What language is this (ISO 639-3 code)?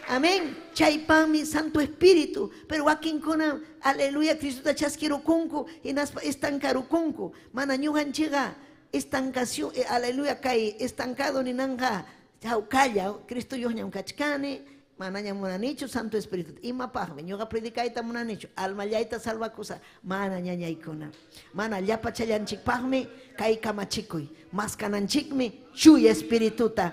quy